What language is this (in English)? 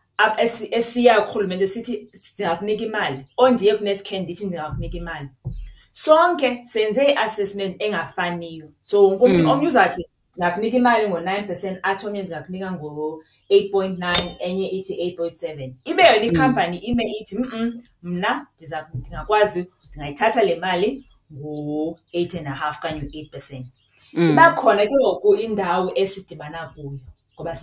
Xhosa